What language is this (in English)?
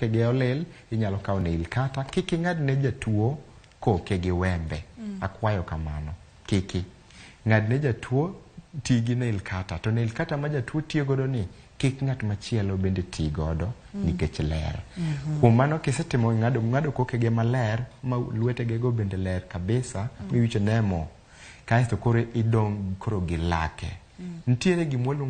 Luo (Kenya and Tanzania)